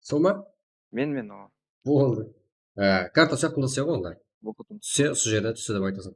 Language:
Kara-Kalpak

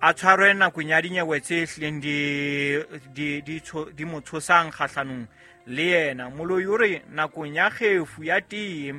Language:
Southern Sotho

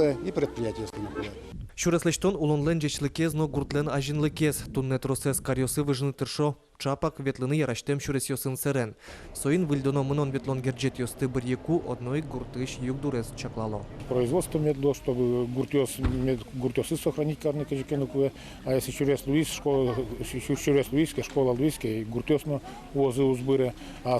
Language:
Udmurt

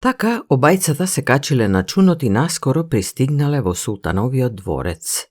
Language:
Macedonian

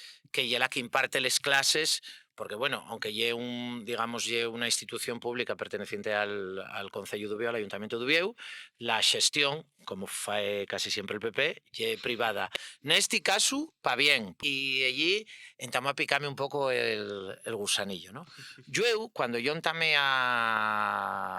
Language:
Asturian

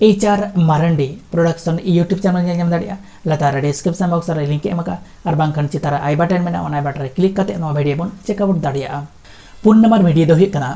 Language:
Santali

